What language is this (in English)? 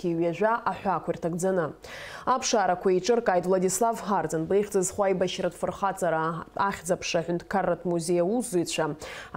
Abkhazian